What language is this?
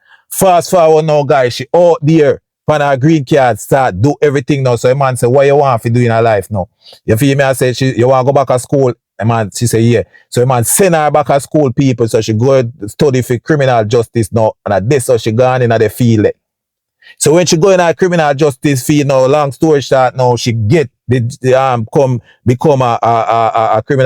Jamaican Creole English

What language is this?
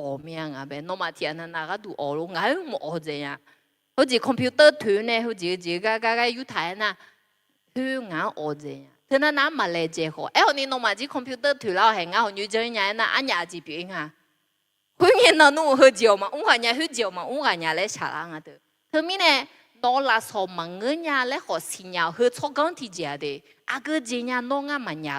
Akha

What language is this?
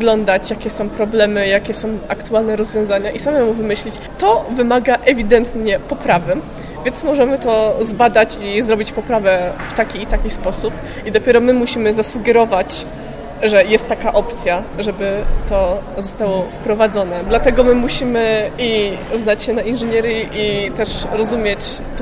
Polish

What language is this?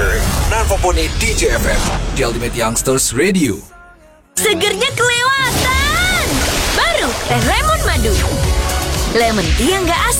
Indonesian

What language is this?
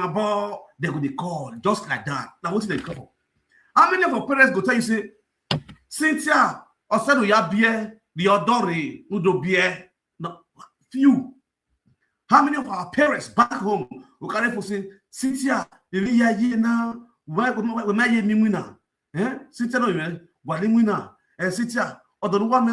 Nigerian Pidgin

